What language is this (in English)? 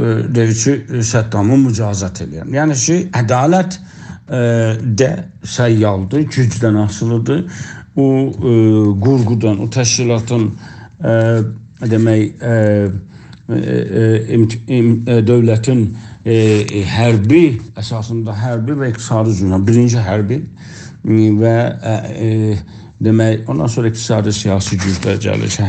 South Azerbaijani